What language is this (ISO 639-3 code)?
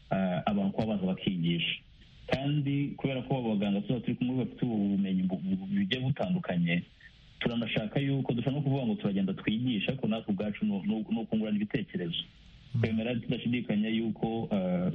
kin